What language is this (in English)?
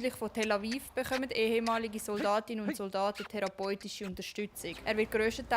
Swiss German